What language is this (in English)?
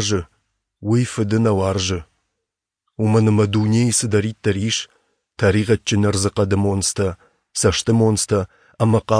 Ossetic